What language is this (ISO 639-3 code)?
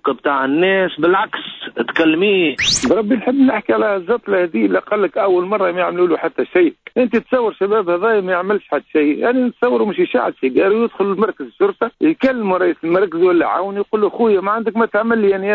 aeb